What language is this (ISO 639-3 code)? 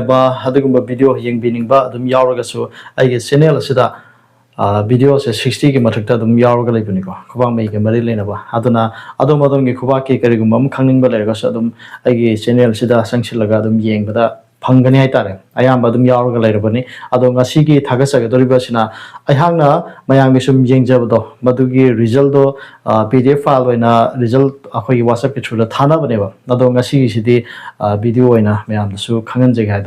mni